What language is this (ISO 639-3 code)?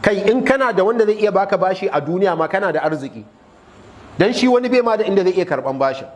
hau